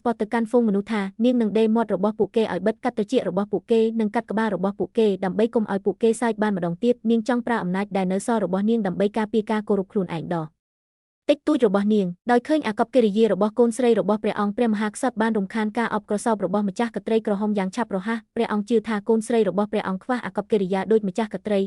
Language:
Khmer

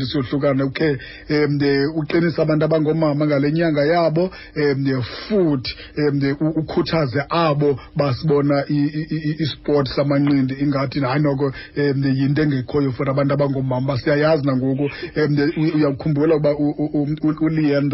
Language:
Xhosa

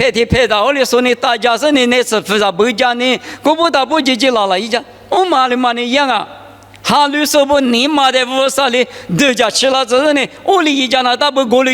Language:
Lisu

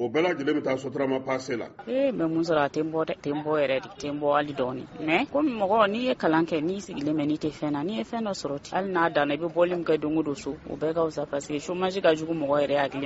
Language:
Bambara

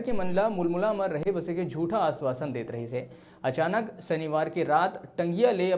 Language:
Chhattisgarhi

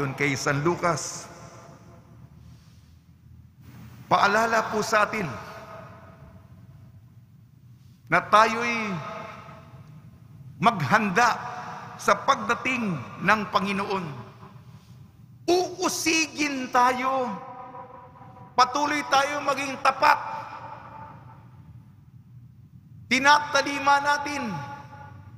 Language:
Filipino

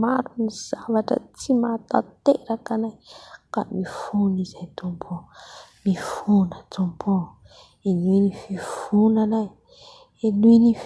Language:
Malagasy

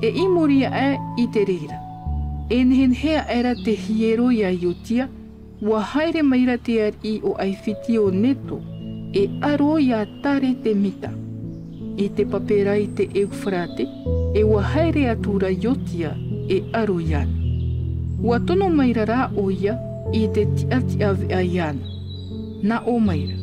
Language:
Tahitian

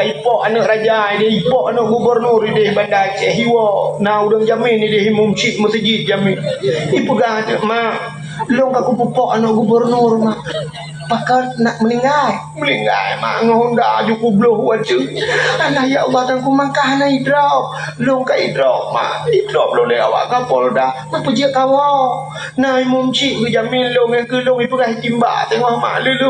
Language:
Achinese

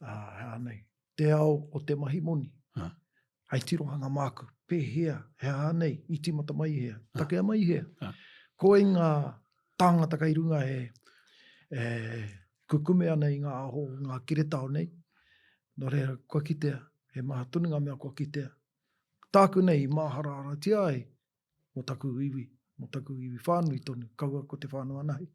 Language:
Māori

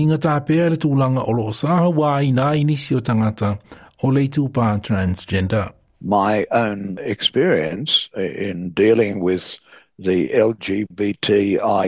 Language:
Samoan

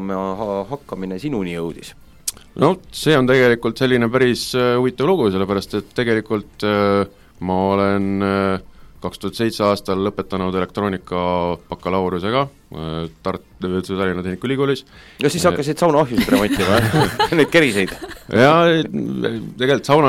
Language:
Estonian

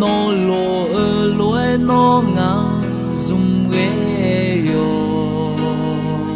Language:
Akha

